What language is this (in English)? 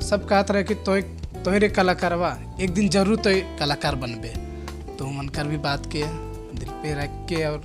Sadri